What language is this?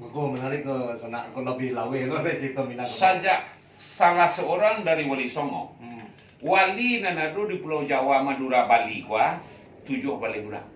Minangkabau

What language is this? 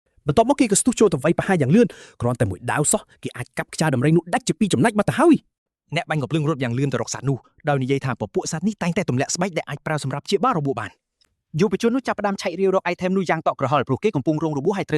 Khmer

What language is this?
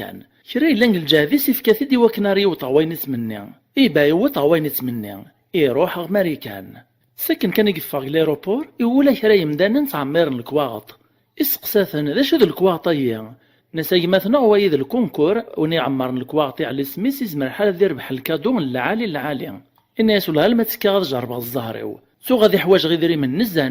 Kabyle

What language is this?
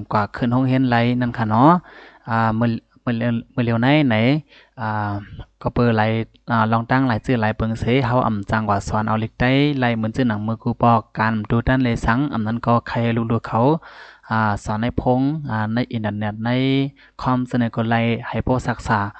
Lao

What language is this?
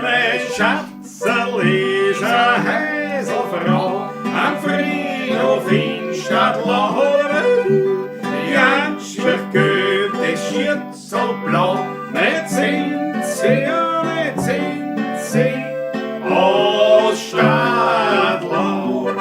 Bavarian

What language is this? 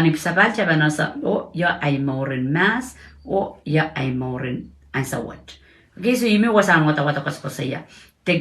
Pohnpeian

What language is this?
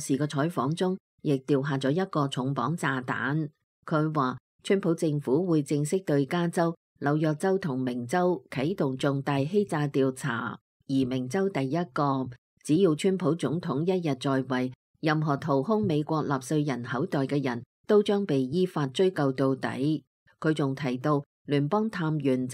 Cantonese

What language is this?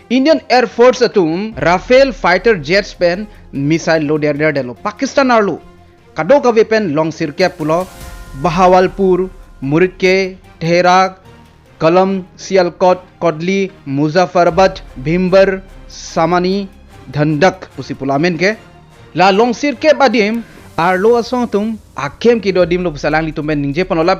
Karbi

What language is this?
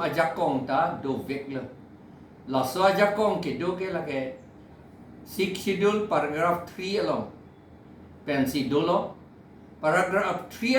Karbi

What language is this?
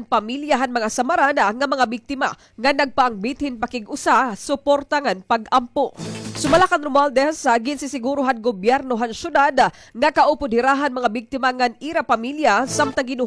Waray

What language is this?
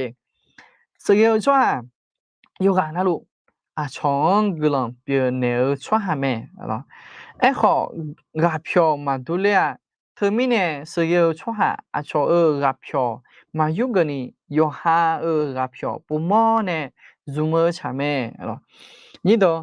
Akha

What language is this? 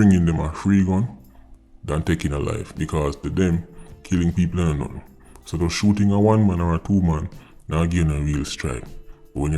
Jamaican Creole English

